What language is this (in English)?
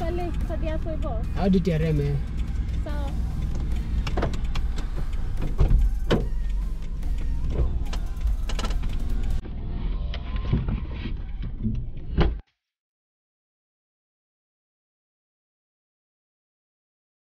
Swahili